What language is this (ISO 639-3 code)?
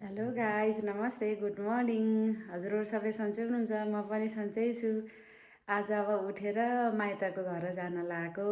nep